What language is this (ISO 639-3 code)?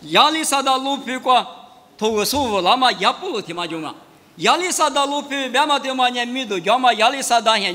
lis